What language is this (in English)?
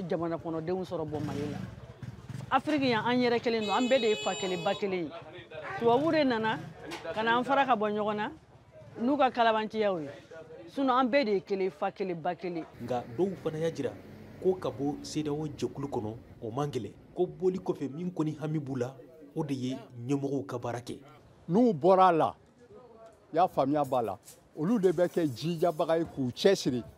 Bambara